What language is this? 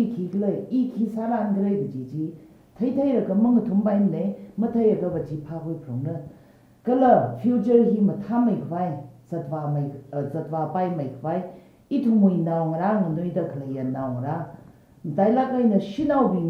Tangkhul Naga (India)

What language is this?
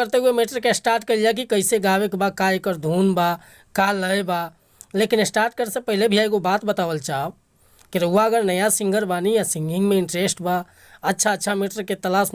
Bhojpuri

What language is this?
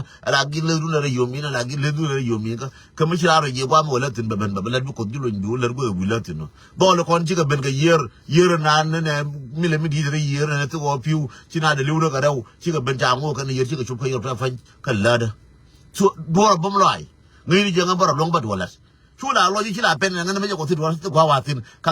Nuer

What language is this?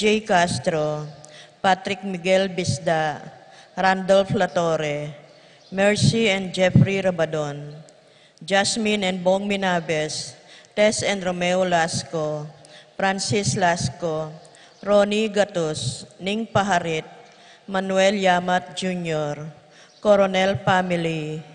Pampanga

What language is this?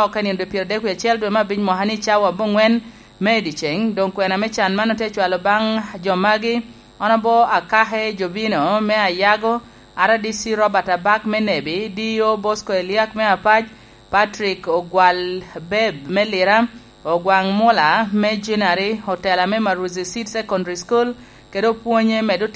Lango (Uganda)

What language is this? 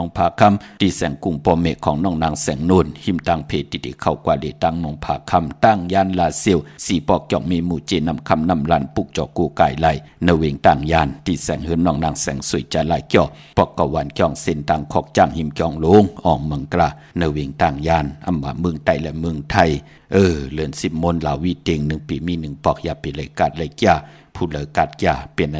Shan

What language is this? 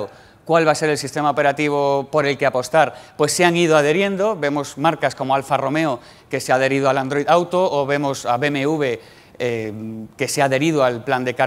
Spanish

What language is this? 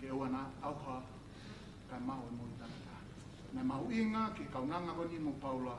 Tongan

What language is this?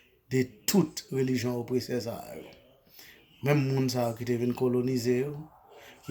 Haitian Creole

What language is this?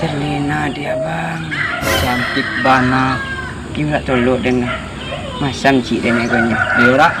Minangkabau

